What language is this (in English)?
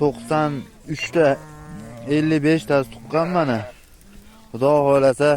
Uzbek